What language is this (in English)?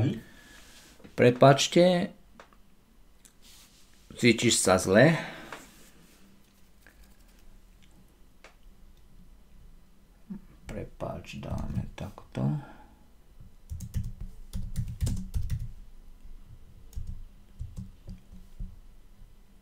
Slovak